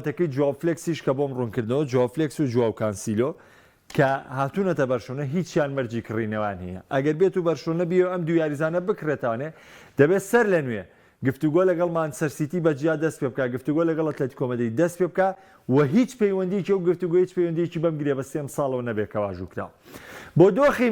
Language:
Central Kurdish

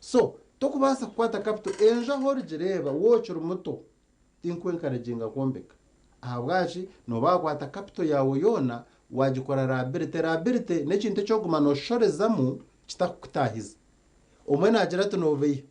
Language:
Nyankole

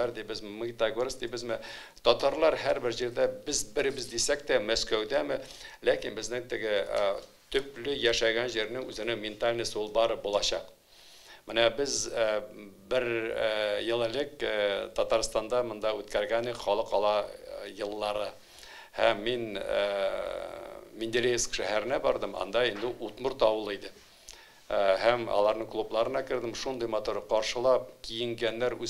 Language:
Tatar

